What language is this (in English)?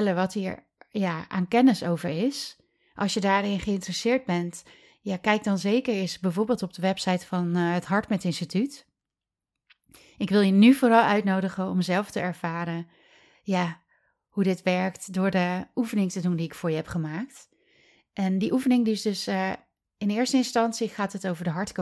Dutch